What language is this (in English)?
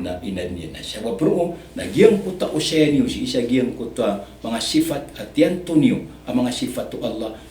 Maranao